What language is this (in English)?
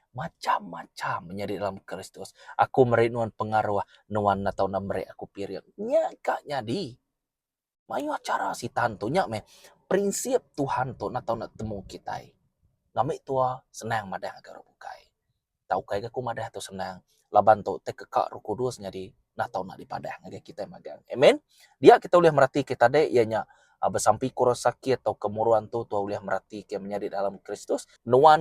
Iban